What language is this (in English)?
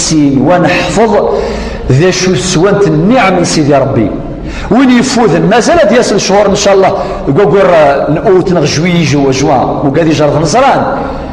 Kabyle